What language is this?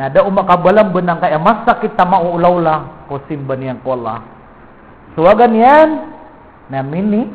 Maranao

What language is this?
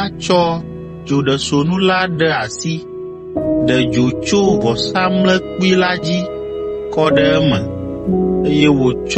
Ewe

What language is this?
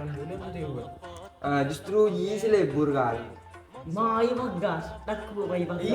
Madurese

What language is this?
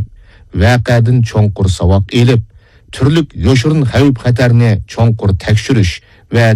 Uyghur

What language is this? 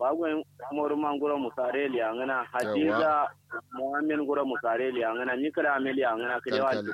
Kanuri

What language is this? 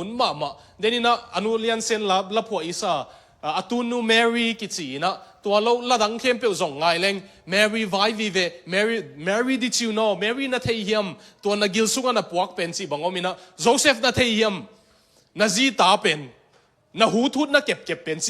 Tedim Chin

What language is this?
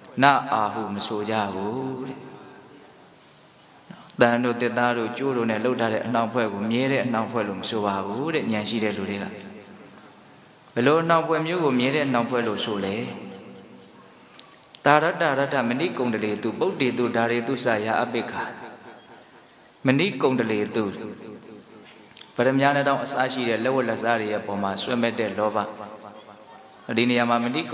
Burmese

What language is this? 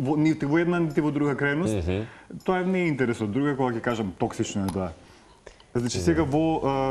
Macedonian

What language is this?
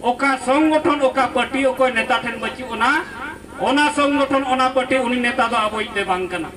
Santali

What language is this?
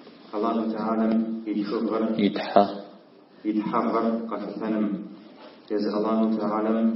Kabardian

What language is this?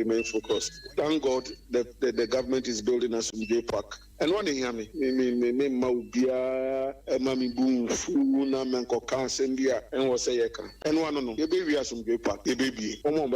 Akan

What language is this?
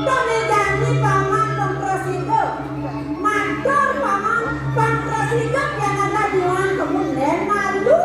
Balinese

